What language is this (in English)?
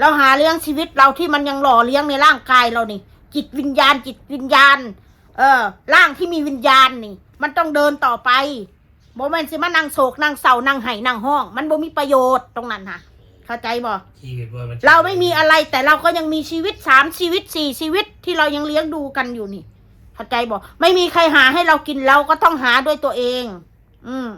Northeastern Thai